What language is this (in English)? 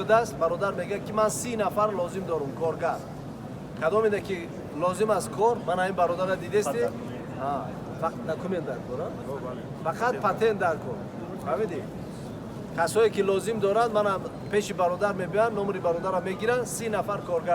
Tajik